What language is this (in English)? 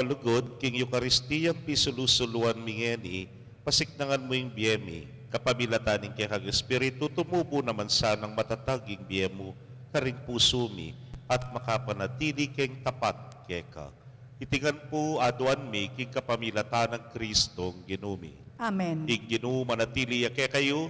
Pampanga